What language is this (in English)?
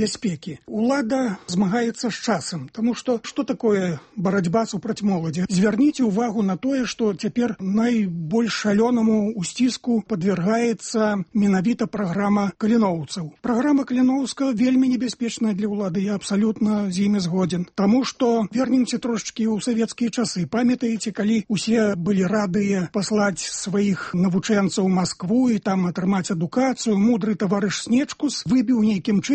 Belarusian